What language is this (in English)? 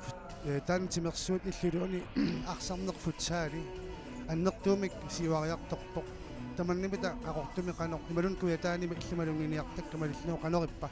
Kalaallisut